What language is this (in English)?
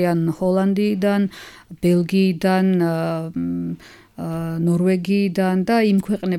Georgian